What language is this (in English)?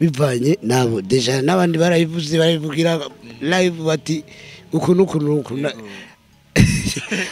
Rundi